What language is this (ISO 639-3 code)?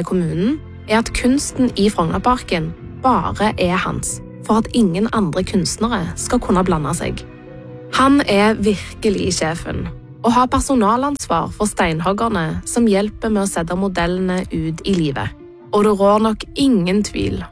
nor